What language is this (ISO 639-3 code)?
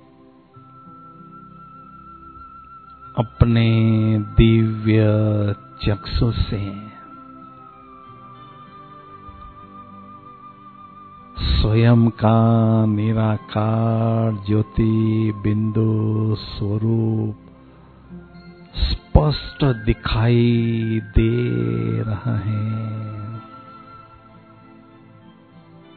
hin